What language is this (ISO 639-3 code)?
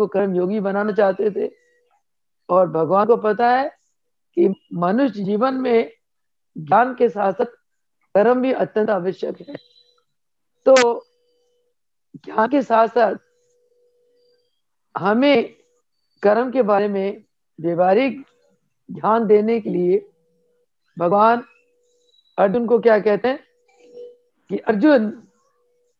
hin